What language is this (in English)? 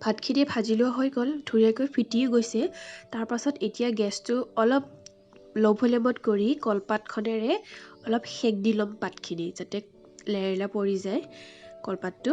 Assamese